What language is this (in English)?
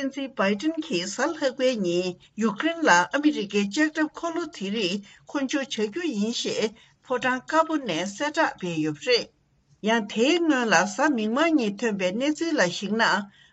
Tibetan